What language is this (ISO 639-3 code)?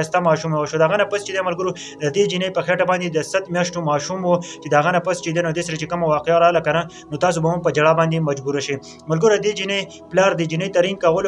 pus